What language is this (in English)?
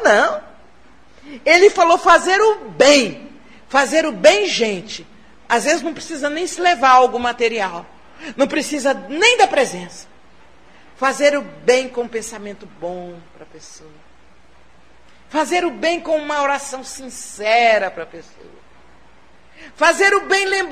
Portuguese